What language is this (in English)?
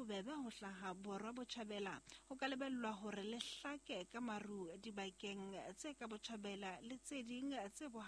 Southern Sotho